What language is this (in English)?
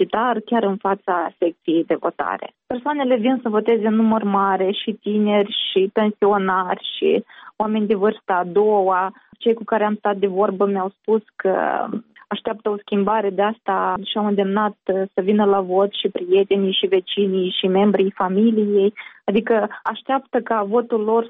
Romanian